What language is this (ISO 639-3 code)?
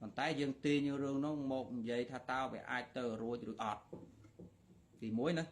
khm